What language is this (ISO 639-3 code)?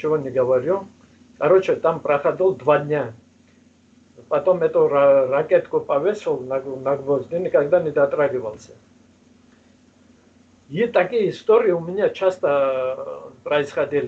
rus